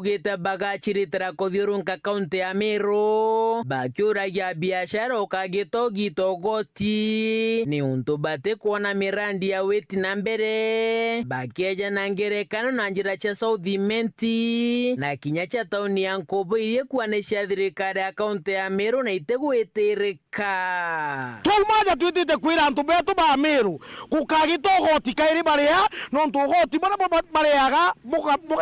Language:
Meru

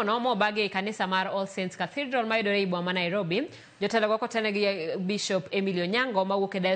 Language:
Luo (Kenya and Tanzania)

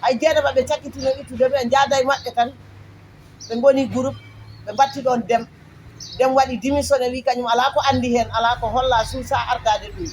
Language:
Fula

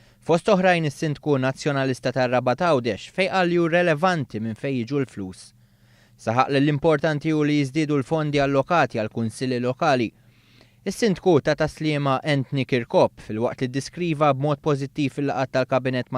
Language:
Maltese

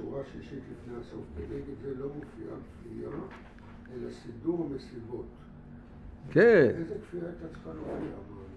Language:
Hebrew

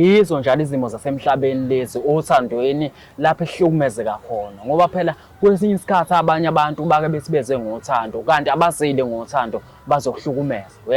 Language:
Zulu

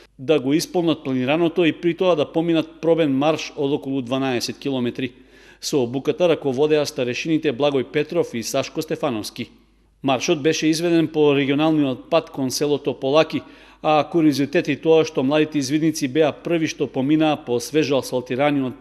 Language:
Macedonian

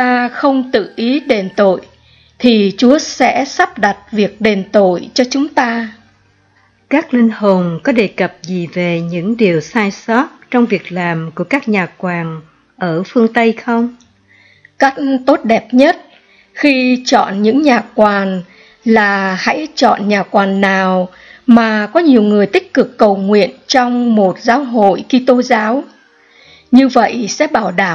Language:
Vietnamese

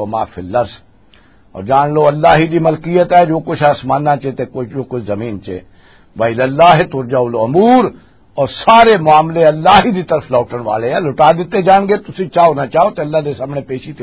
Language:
Western Panjabi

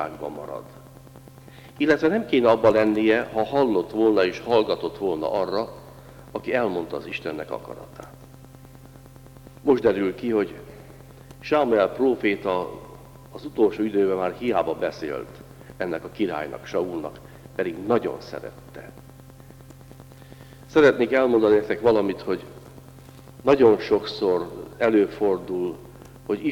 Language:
Hungarian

